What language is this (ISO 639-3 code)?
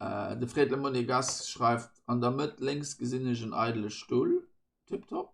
ltz